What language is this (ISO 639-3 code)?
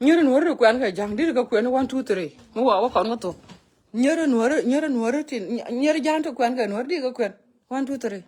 nus